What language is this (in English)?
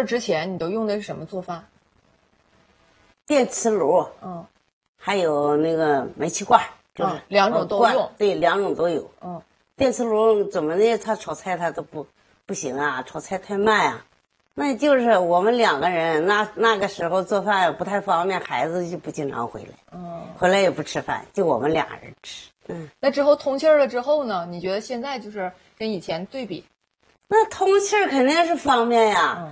Chinese